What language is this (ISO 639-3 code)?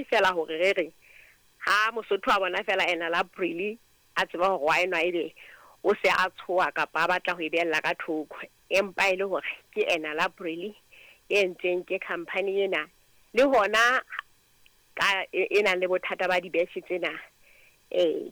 sot